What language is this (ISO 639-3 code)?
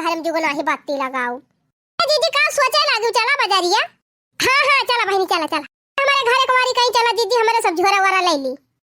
awa